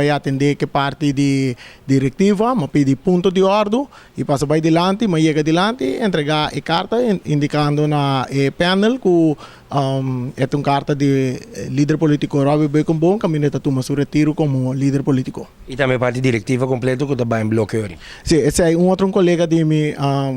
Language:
Papiamento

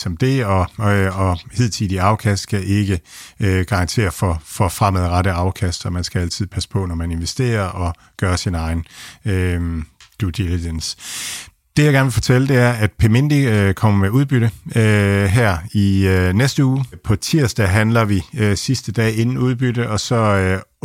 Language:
Danish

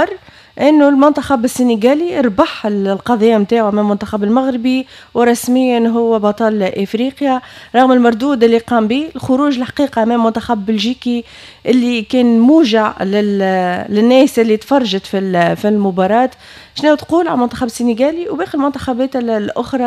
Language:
Tunisian Arabic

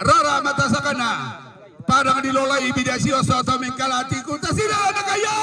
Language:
Toraja-Sa'dan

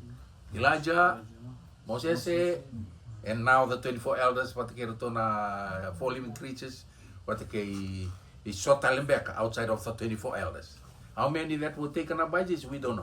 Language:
Fijian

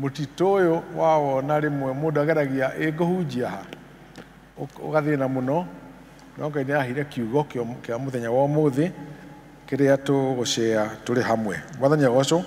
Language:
Kikuyu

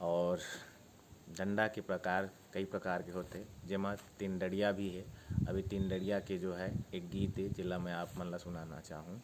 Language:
Chhattisgarhi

